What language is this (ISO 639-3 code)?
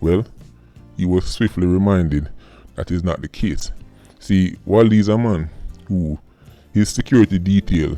jam